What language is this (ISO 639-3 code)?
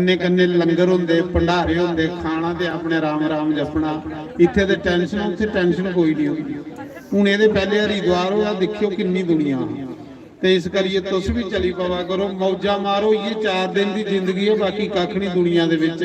doi